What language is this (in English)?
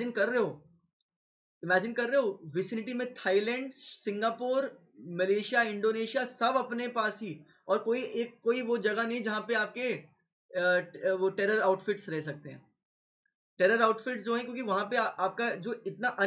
Hindi